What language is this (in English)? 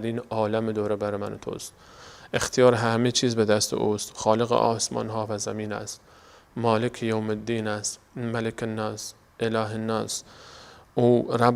Persian